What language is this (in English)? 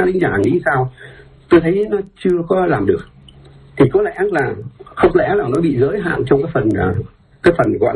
Vietnamese